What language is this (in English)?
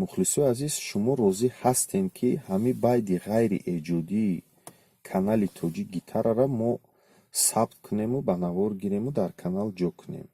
Tajik